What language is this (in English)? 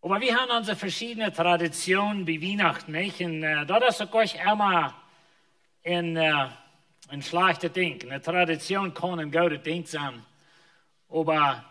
Plautdietsch